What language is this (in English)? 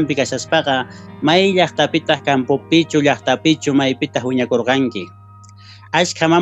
Quechua